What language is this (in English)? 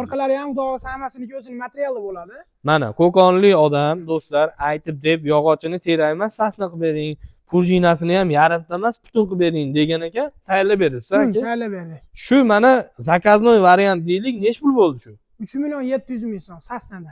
Uzbek